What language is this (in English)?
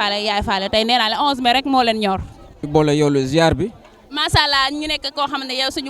Wolof